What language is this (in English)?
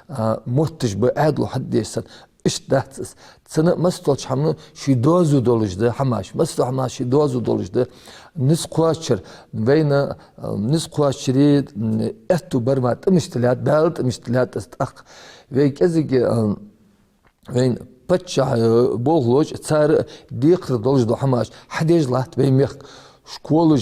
Ingush